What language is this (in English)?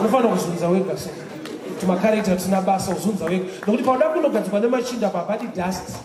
Shona